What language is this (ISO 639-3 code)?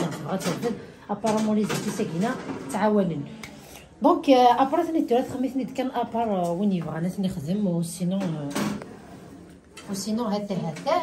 kab